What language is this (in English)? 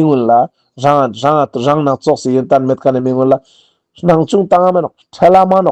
Ladakhi